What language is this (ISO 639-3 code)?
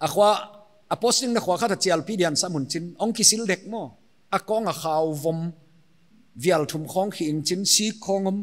pck